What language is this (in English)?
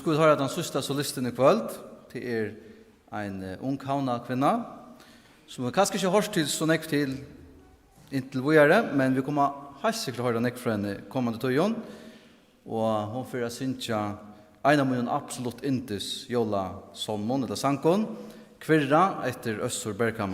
Faroese